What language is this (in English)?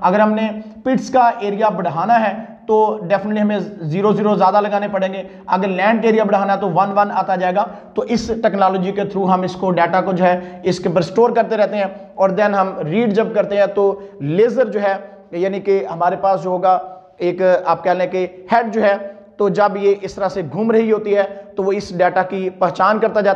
Hindi